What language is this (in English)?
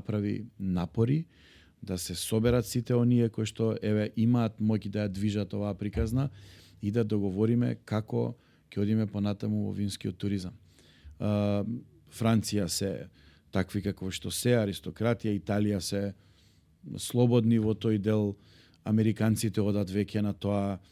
Macedonian